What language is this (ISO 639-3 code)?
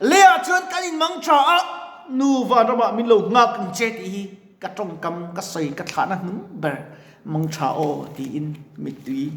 lus